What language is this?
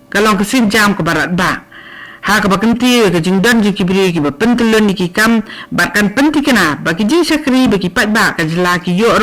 Khasi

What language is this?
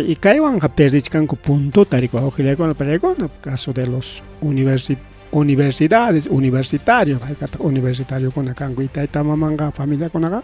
Ayacucho Quechua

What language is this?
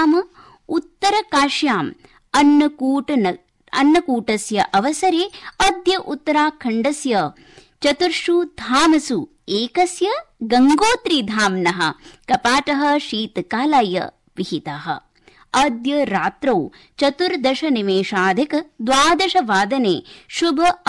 Sanskrit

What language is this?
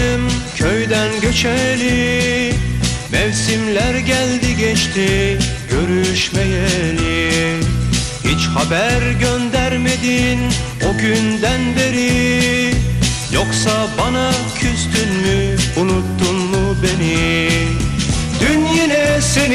Turkish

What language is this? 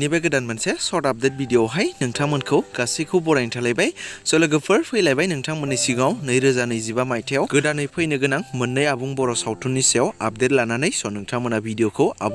Bodo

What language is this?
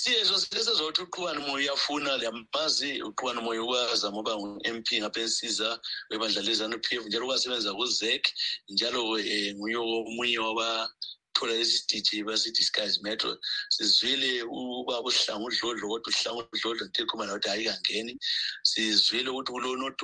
North Ndebele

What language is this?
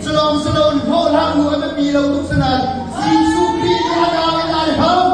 Hakha Chin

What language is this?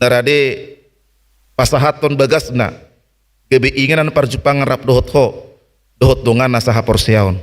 Batak Toba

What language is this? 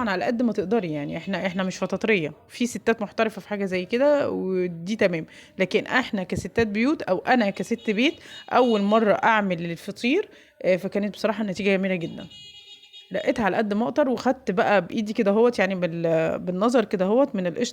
Egyptian Arabic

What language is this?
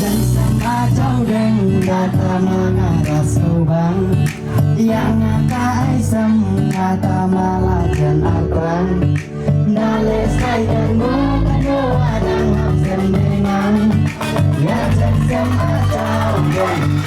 Khasi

